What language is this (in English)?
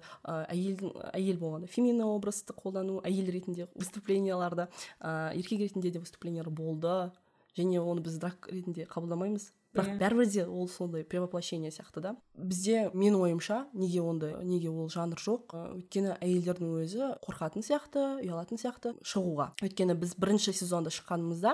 Kazakh